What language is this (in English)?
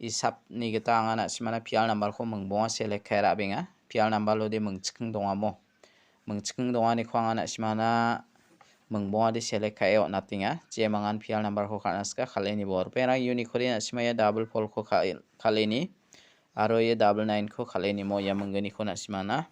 Garo